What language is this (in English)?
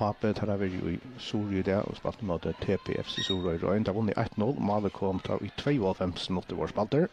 Faroese